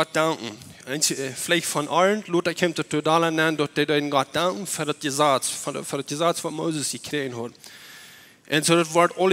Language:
Plautdietsch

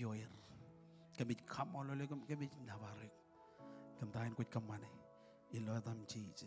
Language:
Marshallese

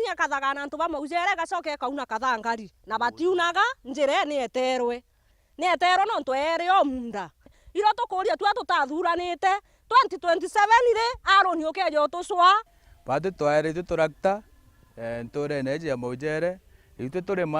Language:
Meru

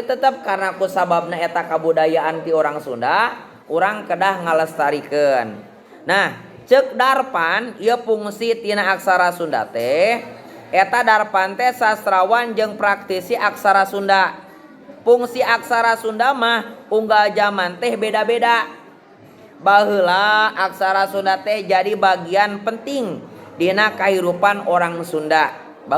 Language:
Sundanese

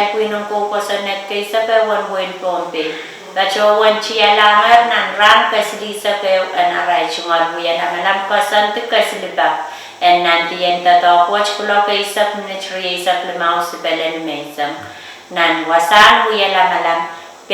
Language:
Pohnpeian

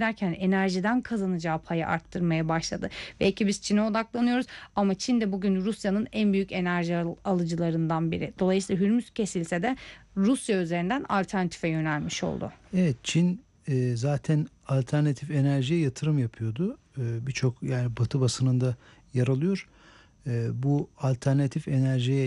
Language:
Turkish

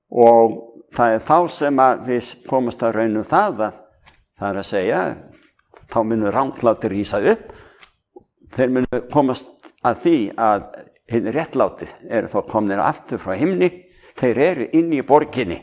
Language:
Icelandic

